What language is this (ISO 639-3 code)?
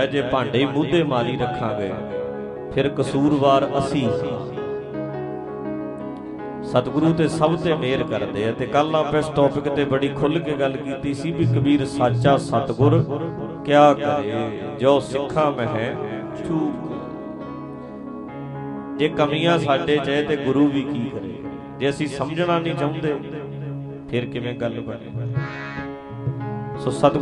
pan